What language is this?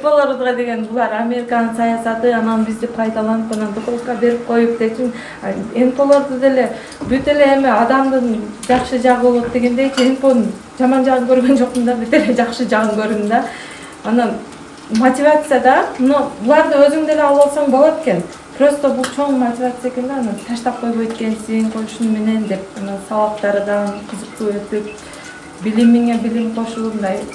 Kyrgyz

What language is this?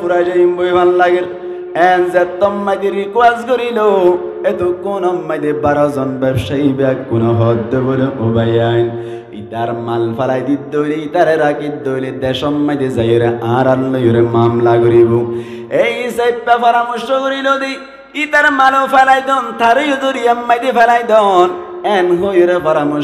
Rohingya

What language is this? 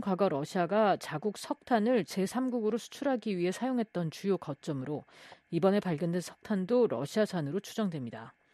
Korean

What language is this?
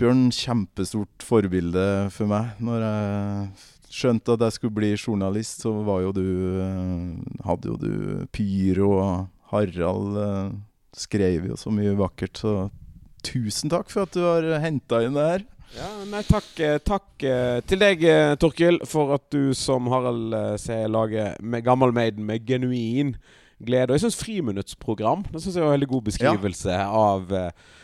Norwegian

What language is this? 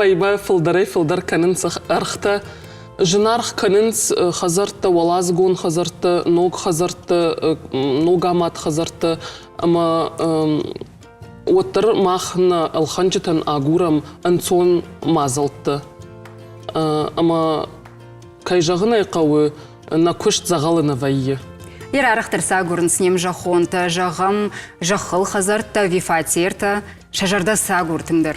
Ossetic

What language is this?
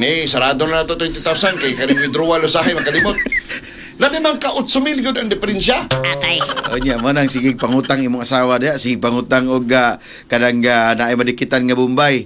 Cebuano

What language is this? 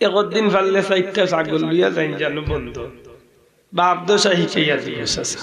Sylheti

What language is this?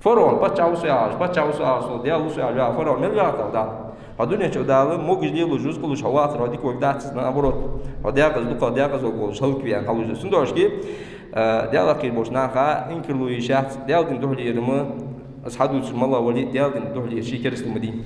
Ingush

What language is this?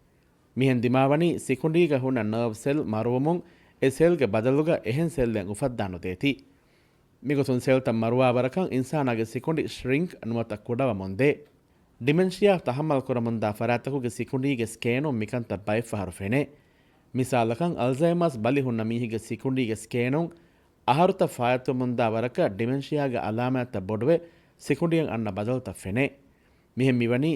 Divehi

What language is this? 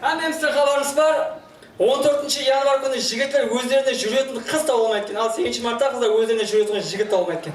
Kara-Kalpak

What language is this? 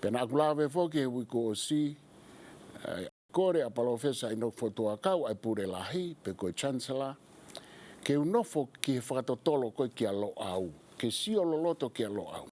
Tongan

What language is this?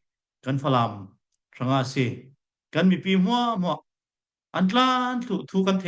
Falam Chin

